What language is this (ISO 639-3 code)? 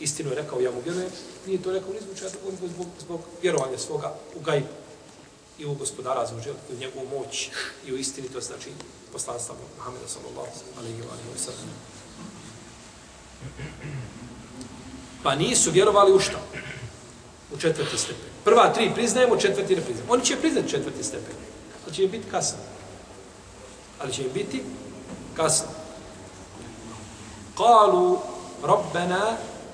bos